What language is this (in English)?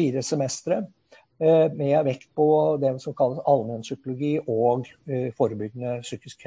Norwegian